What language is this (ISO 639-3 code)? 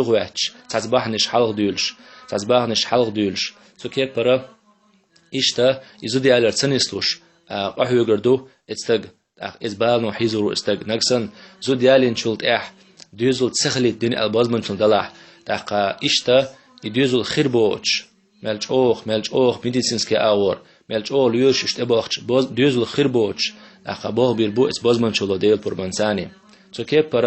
che